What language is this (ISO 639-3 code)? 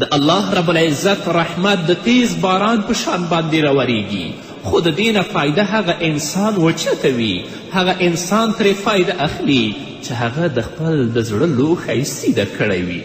pus